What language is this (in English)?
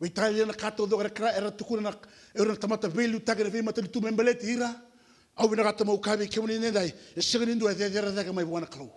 Fijian